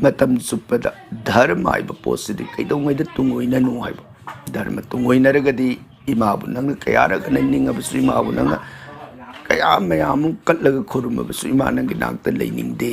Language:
Manipuri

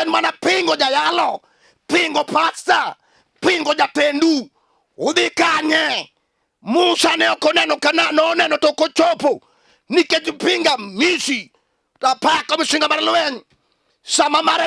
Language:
Luo (Kenya and Tanzania)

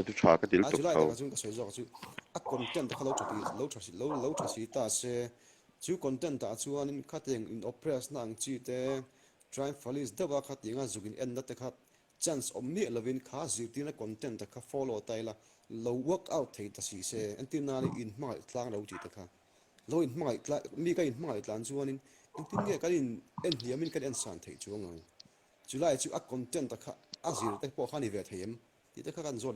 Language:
Mizo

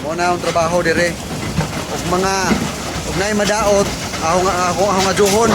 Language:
Cebuano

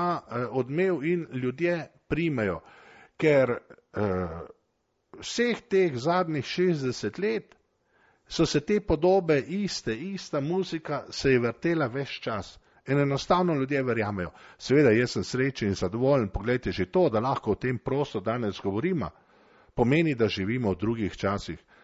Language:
Slovenian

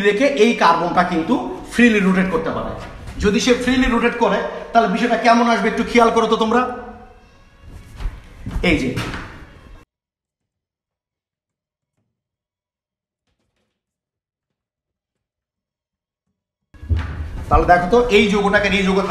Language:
Bangla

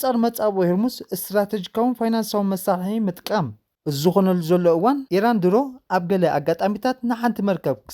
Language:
Tigrinya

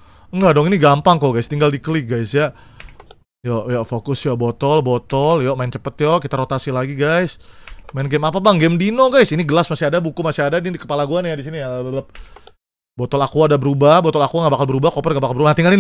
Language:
Indonesian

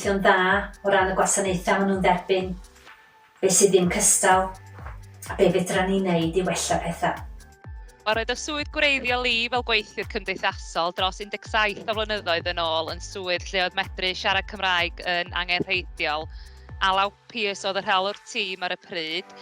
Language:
Welsh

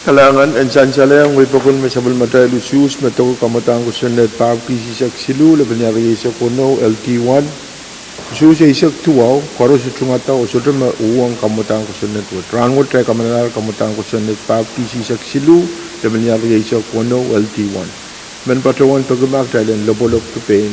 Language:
Pohnpeian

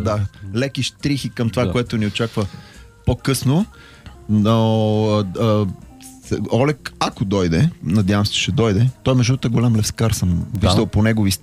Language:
Bulgarian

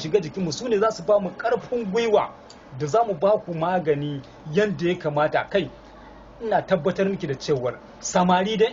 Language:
Hausa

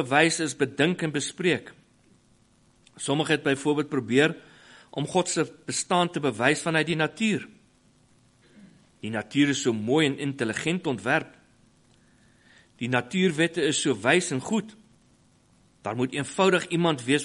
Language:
Afrikaans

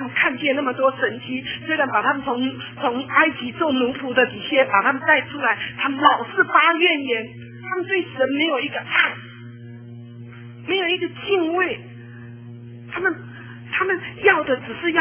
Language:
Chinese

